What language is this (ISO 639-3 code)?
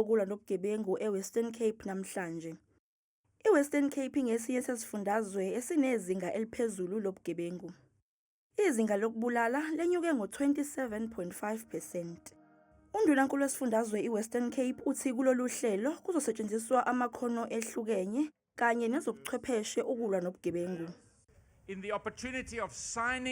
zul